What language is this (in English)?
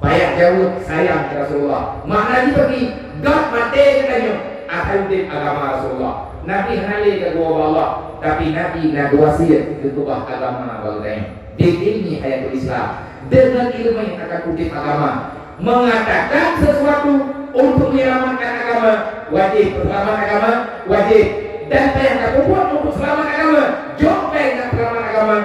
Achinese